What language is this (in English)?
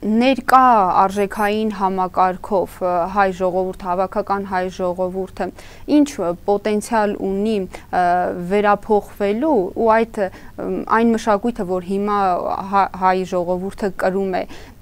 Armenian